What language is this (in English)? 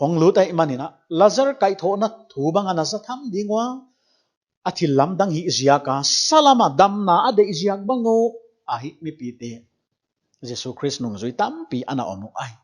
Paite Chin